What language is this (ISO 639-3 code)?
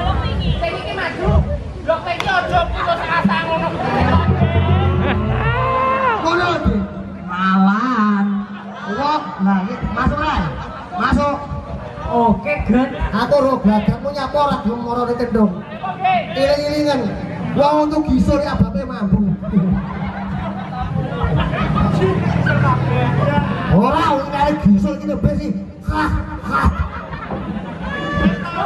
jav